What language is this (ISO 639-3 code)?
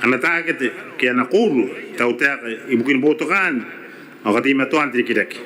gil